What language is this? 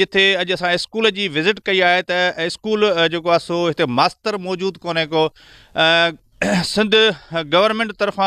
Sindhi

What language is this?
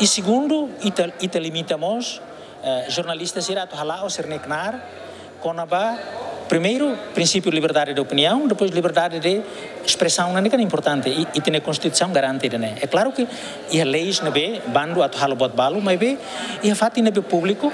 Tetum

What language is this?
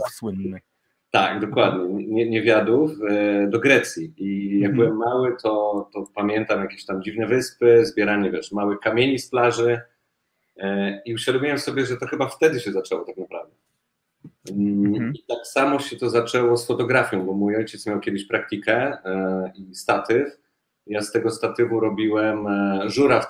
Polish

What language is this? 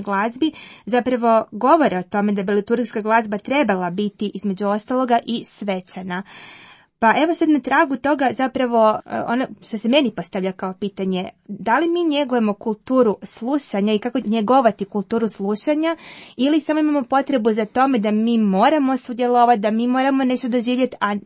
Croatian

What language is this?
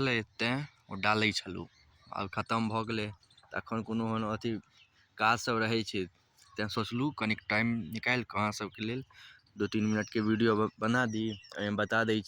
Maithili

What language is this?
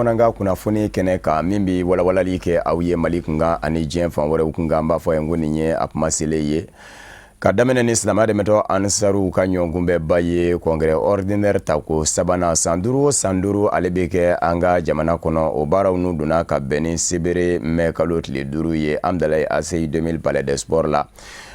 Bambara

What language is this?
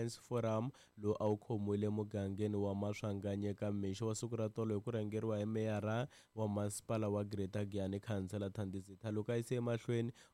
Tsonga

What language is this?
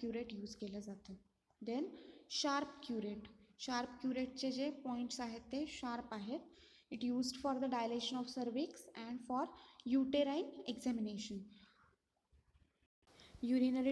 Marathi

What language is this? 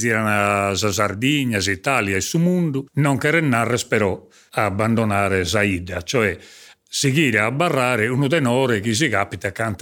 Sardinian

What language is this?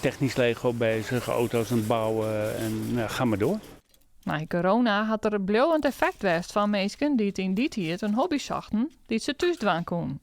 Western Frisian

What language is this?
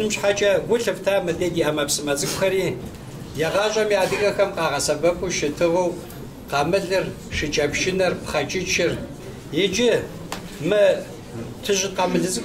Kabardian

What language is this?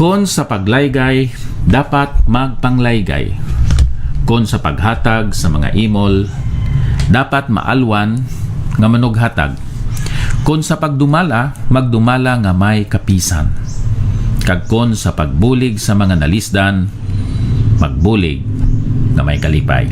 Hiligaynon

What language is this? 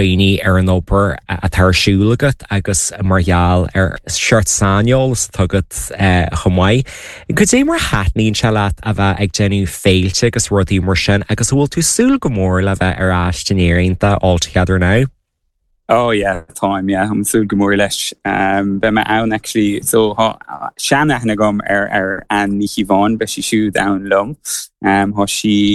Irish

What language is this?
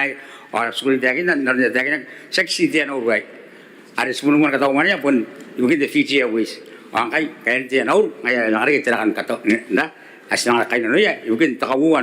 Gilbertese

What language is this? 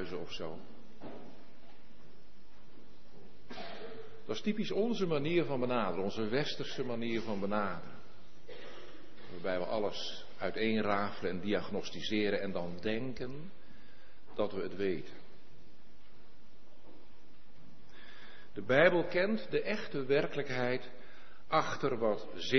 Dutch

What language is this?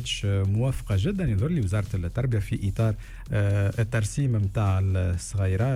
Tunisian Arabic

